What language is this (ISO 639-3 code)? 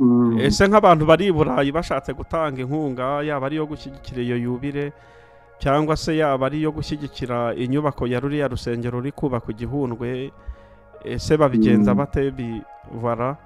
kin